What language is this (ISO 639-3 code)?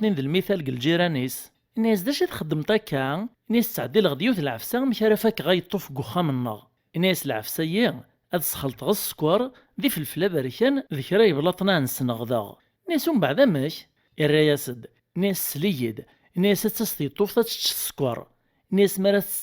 kab